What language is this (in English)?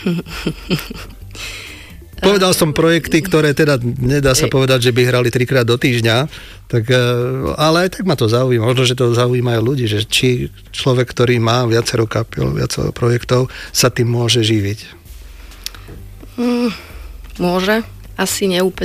Slovak